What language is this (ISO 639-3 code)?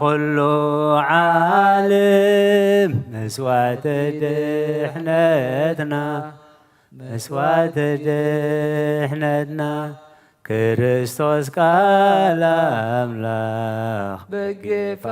tir